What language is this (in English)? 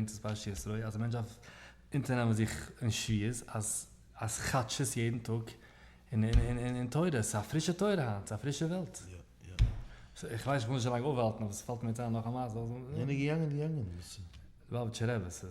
Yiddish